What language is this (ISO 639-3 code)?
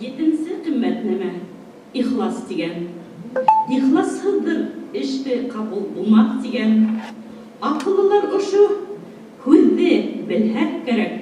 bak